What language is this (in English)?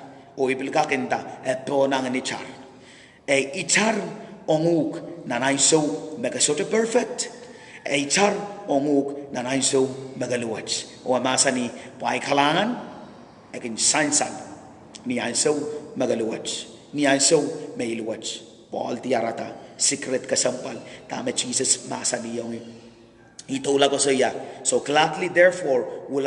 Pohnpeian